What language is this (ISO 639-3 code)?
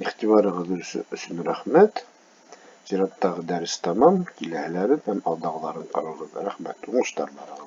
bak